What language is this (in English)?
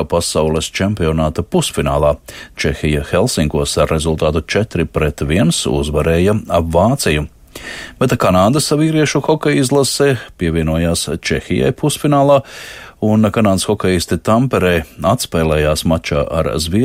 Latvian